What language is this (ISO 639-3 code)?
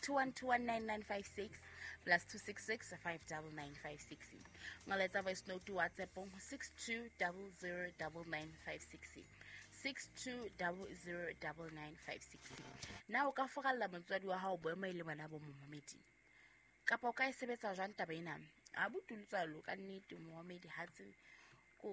sot